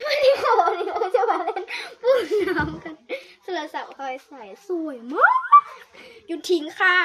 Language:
Lao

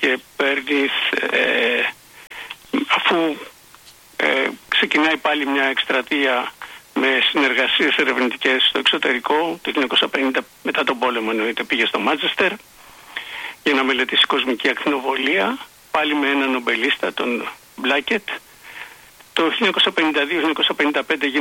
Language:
Greek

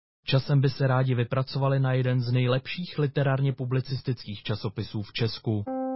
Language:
Czech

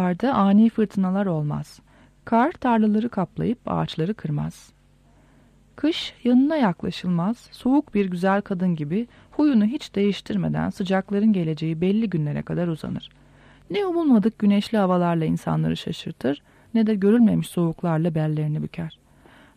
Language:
Turkish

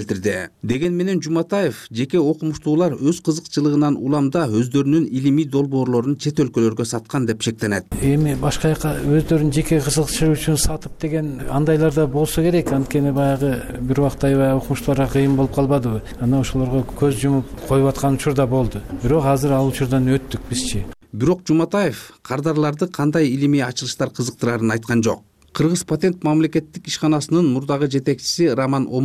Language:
Kyrgyz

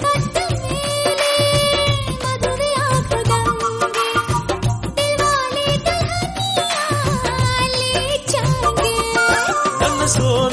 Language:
Kannada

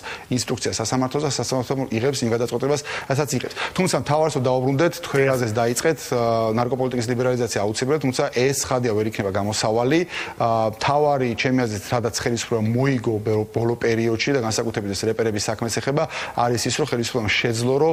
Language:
Georgian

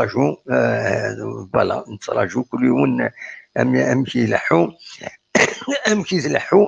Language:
Kabyle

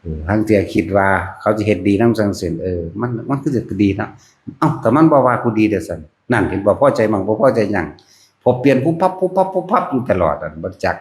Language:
Northeastern Thai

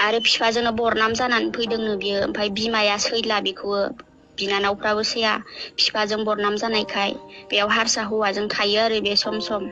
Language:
Bodo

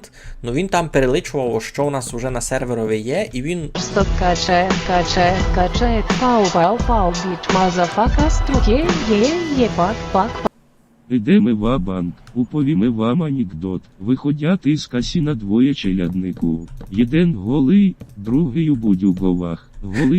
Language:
Rusyn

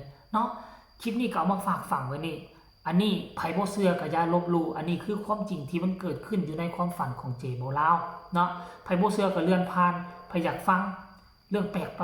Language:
Northeastern Thai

